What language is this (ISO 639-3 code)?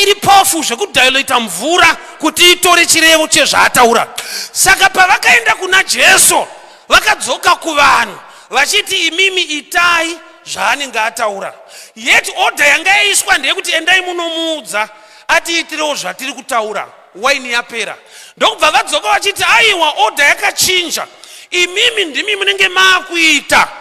sna